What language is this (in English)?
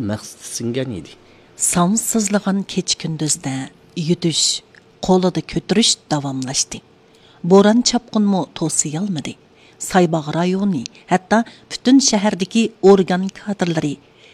Uyghur